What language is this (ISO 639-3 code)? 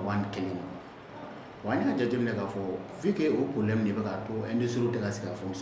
bam